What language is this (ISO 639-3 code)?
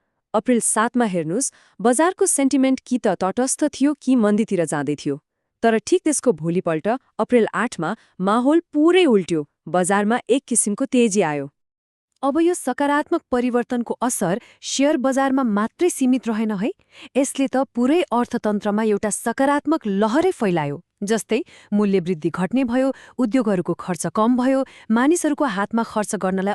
nep